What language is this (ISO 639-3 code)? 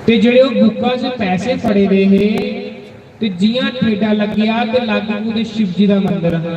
doi